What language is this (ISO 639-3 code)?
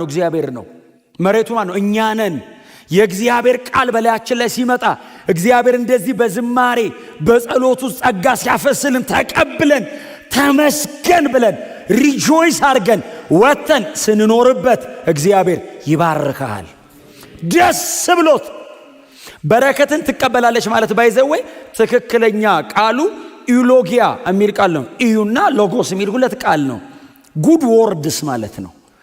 amh